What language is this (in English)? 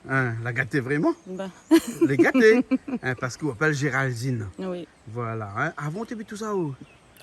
Réunion Creole French